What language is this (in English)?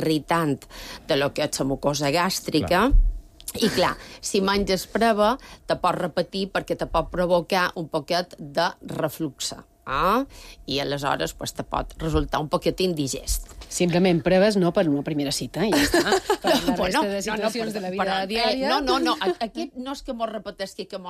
Catalan